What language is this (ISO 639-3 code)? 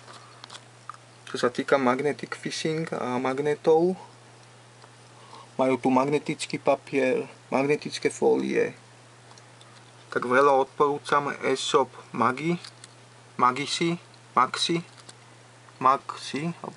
slk